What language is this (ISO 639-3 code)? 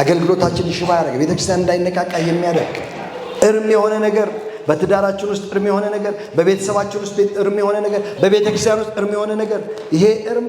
amh